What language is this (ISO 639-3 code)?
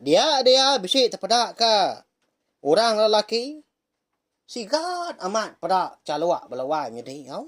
iba